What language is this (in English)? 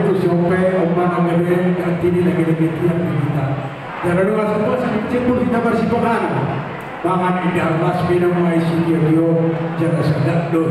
Batak Toba